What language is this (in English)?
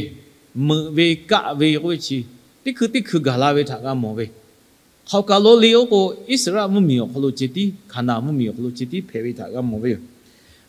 Lahu